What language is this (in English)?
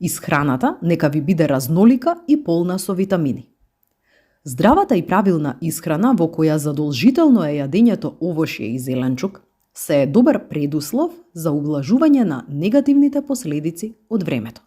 Macedonian